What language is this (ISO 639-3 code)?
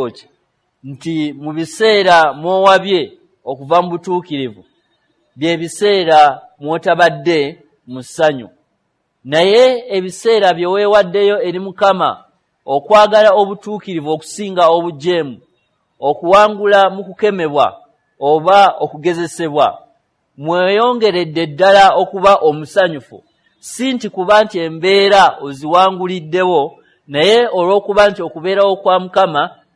lug